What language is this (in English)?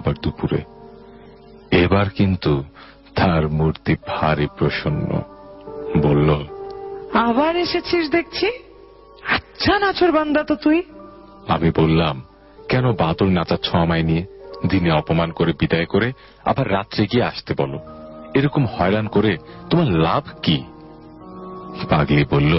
Bangla